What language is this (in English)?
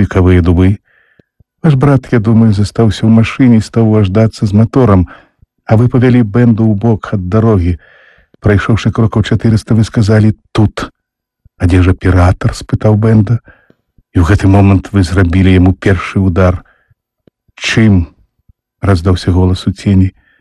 Belarusian